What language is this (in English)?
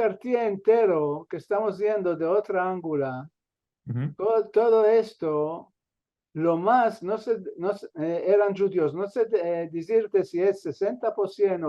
Ladino